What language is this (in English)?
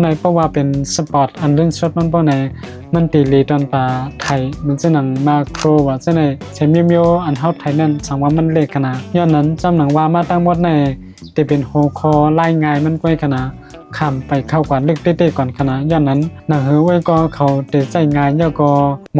Shan